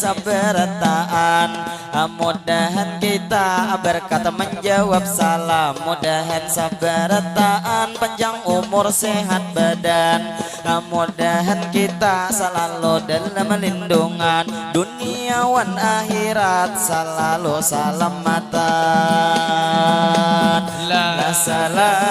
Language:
Banjar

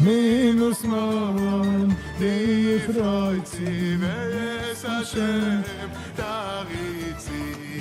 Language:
Yiddish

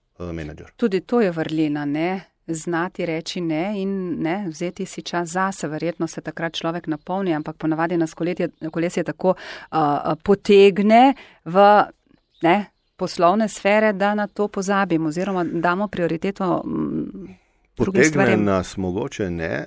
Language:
Slovenian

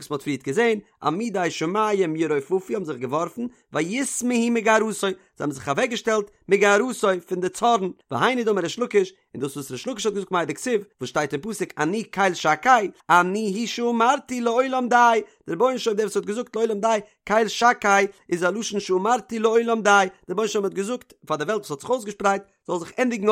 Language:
Yiddish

